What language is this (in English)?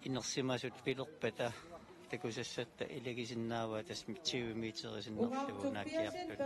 Kalaallisut